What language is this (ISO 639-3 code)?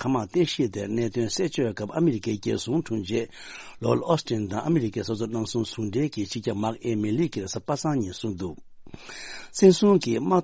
bod